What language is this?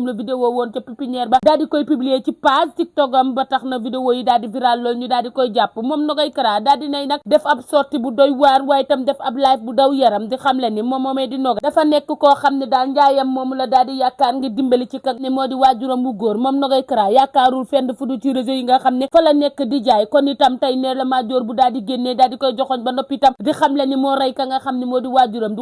Wolof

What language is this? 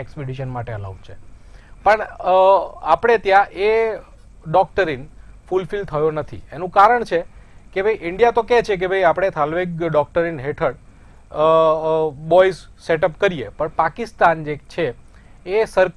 Gujarati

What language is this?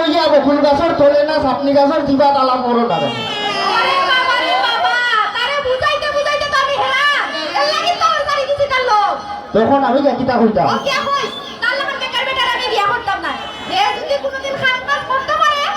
Sylheti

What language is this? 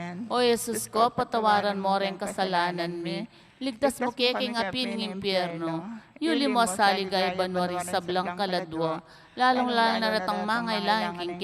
Pampanga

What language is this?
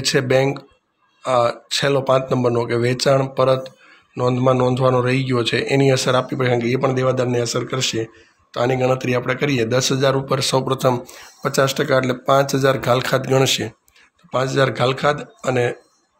Gujarati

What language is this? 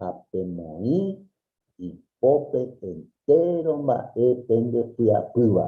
Guarani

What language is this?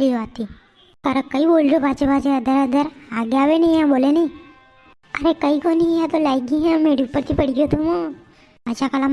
Rajasthani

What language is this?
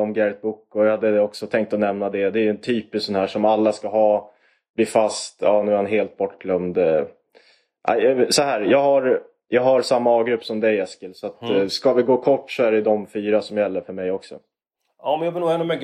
Swedish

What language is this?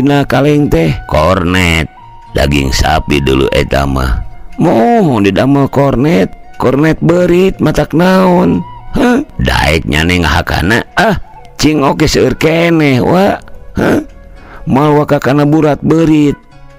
Sundanese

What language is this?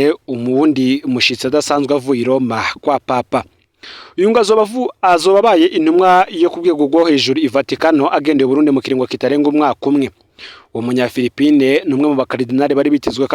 Rundi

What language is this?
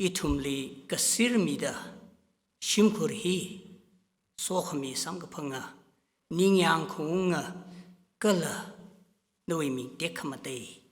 Tangkhul Naga (India)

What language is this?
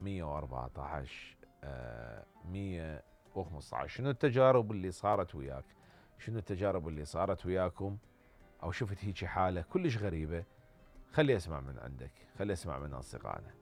Mesopotamian Arabic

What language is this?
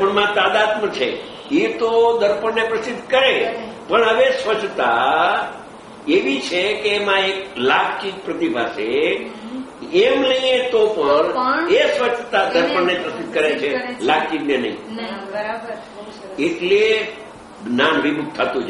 Gujarati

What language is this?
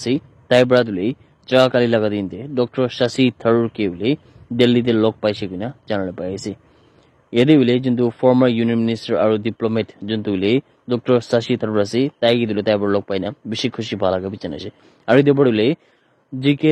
Naga Pidgin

